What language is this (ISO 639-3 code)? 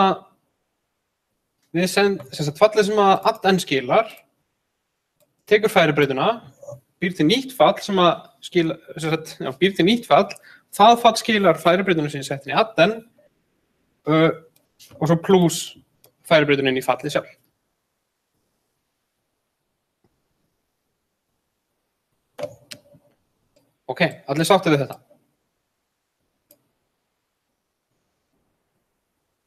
isl